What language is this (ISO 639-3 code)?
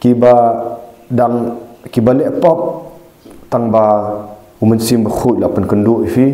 kha